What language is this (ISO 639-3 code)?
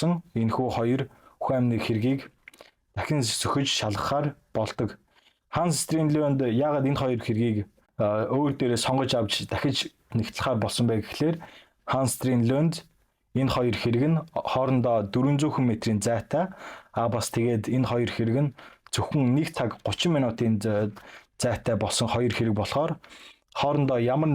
mon